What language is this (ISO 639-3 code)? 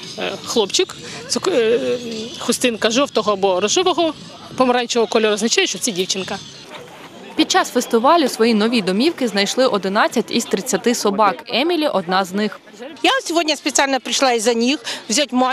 ukr